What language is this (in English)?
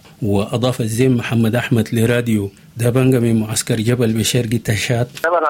Sudanese Arabic